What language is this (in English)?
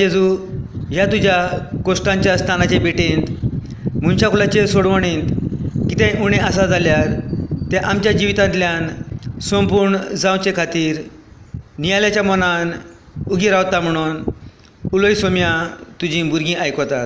Konkani